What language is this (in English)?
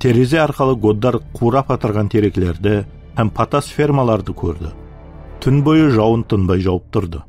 Kara-Kalpak